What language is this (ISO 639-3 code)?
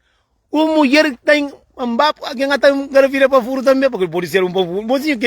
kea